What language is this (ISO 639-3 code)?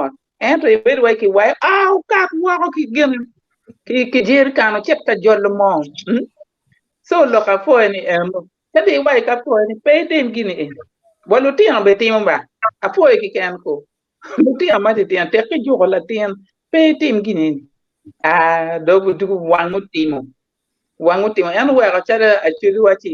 ach